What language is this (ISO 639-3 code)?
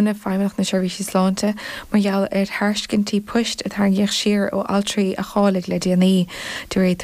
gle